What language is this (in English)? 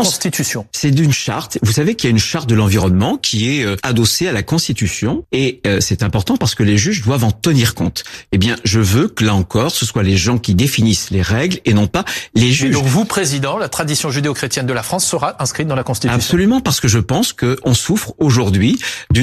French